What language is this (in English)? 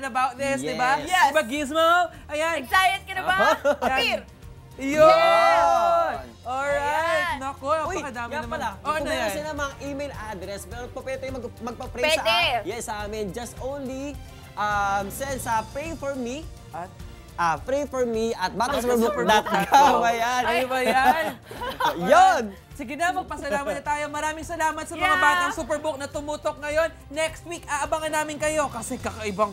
Filipino